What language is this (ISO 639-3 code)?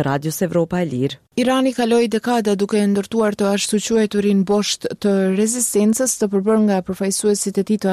sqi